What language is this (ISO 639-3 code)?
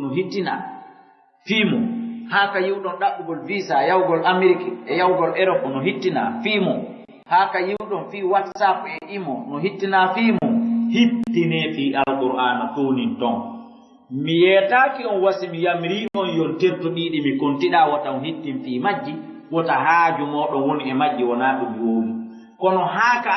ful